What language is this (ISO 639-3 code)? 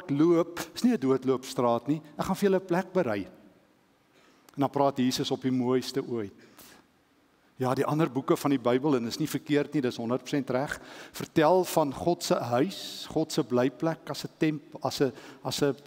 afr